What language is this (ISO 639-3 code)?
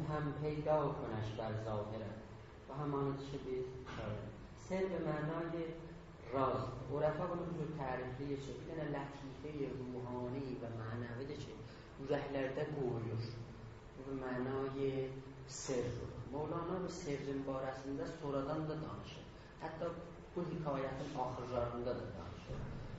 azb